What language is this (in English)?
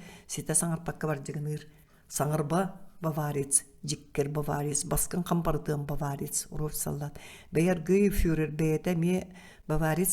Yakut